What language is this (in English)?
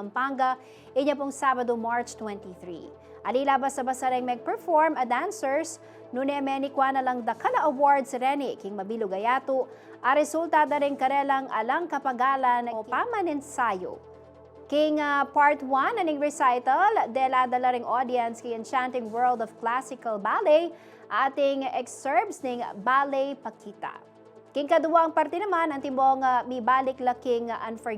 Pampanga